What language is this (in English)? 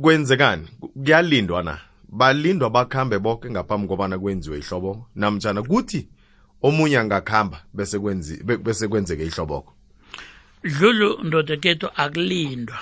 South Ndebele